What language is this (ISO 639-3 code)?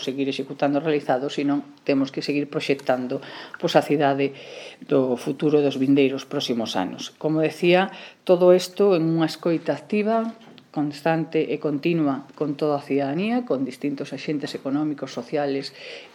glg